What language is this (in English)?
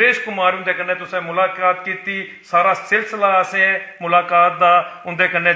Dogri